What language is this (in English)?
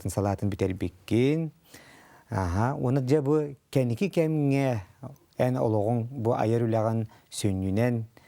Yakut